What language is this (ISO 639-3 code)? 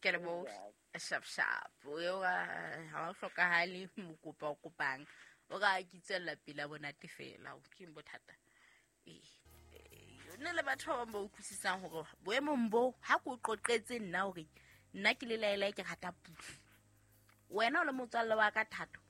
sot